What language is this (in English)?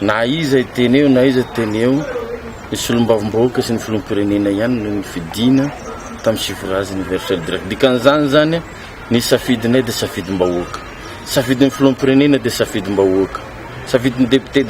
Malagasy